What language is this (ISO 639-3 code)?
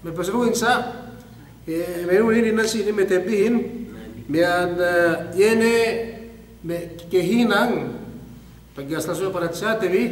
yka